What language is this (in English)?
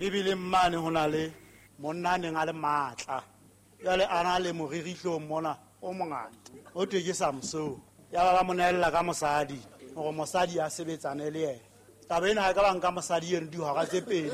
Southern Sotho